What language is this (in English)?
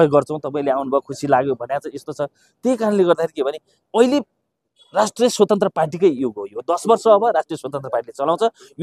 Nepali